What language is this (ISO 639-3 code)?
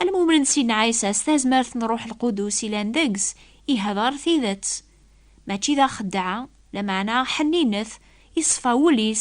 kab